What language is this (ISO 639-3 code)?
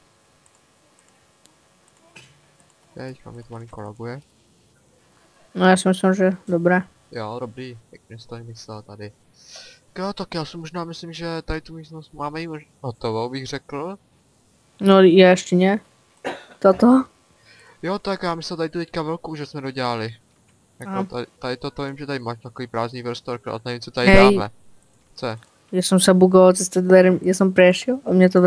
ces